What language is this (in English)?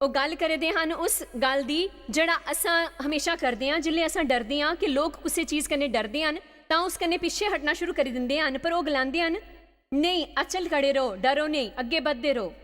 Dogri